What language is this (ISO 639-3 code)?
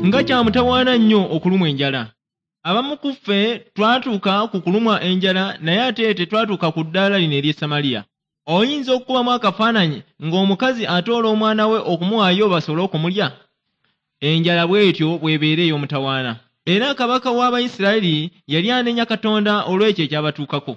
lug